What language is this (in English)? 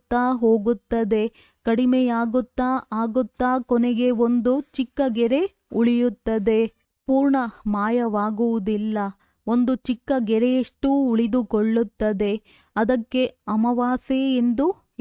Kannada